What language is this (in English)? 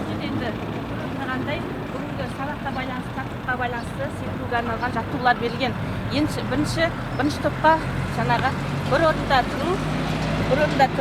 Kazakh